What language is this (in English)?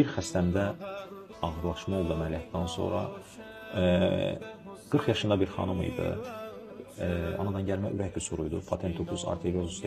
Azerbaijani